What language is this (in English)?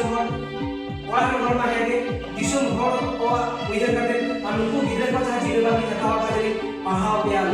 Santali